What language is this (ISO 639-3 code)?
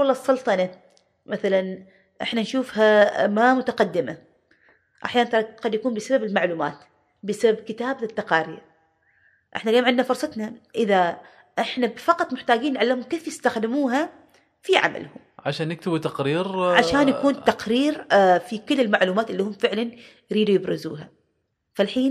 afb